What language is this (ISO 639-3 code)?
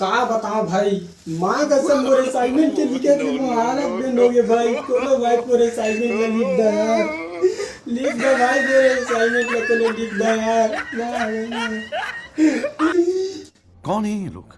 hne